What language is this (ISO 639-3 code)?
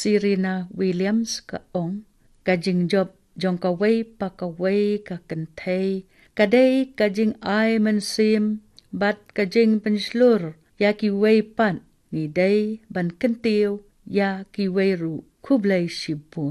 kha